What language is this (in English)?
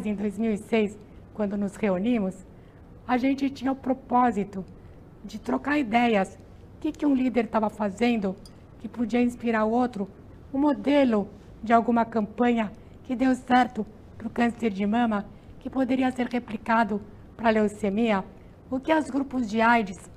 Portuguese